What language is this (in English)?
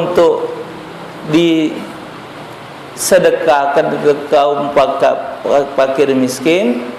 Musi